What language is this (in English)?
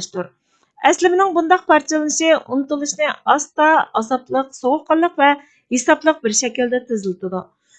Uyghur